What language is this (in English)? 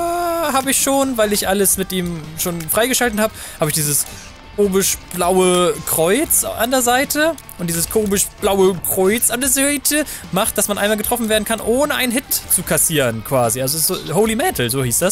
German